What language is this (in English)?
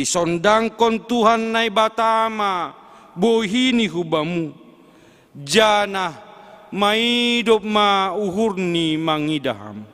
Batak Simalungun